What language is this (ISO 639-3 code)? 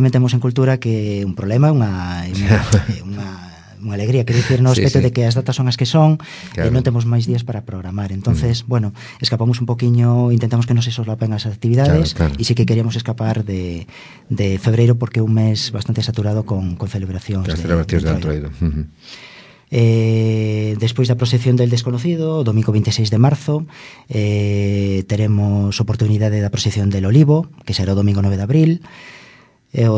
glg